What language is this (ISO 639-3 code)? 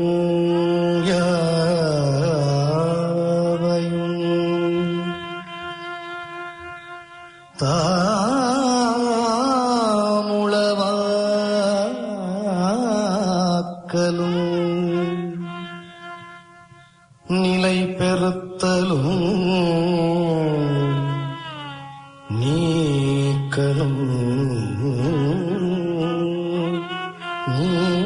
tam